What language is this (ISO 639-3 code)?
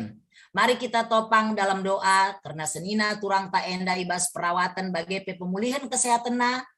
btx